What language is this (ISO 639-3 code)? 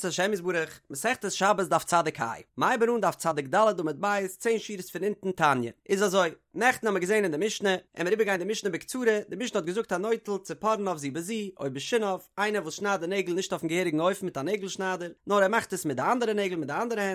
yid